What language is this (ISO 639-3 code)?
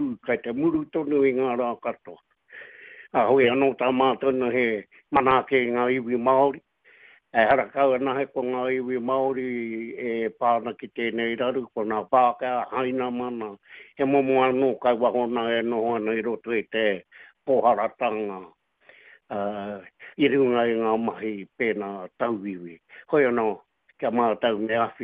mri